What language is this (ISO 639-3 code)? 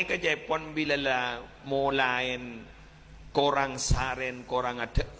mad